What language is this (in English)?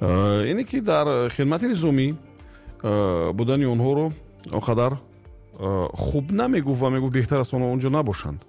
Tajik